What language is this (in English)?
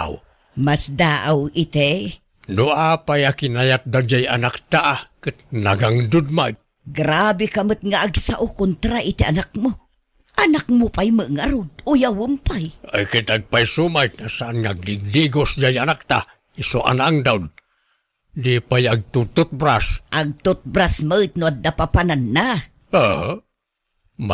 Iloko